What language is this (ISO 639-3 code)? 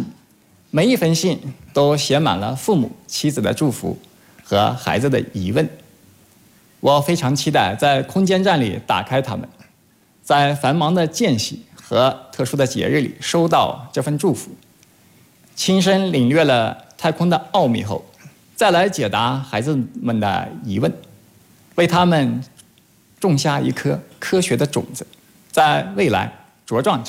zho